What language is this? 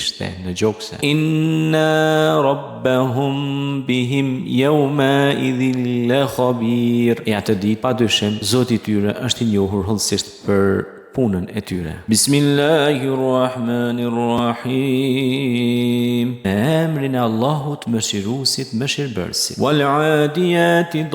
Albanian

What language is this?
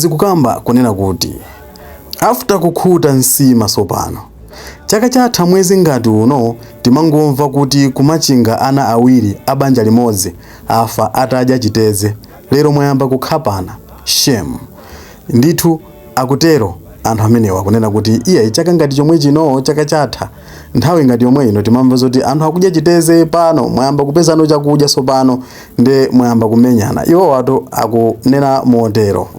Nyanja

